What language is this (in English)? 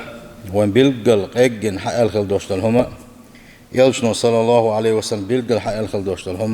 Chechen